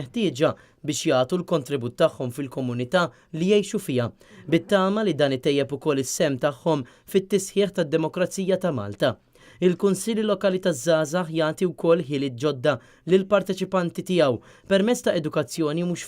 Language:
Maltese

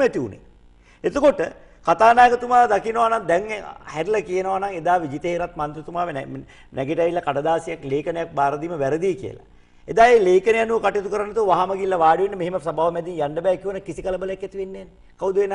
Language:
Sinhala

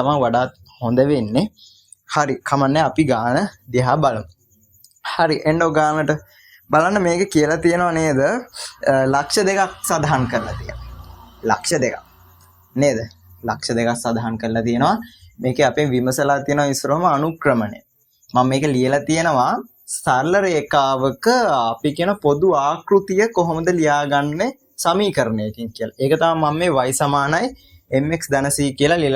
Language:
Sinhala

